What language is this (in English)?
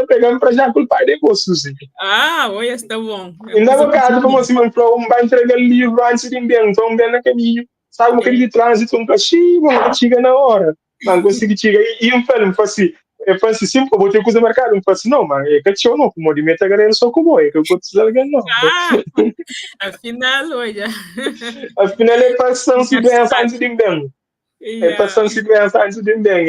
Kabuverdianu